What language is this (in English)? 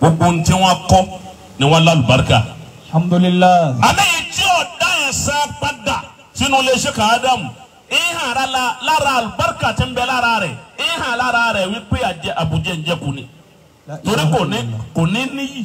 Yoruba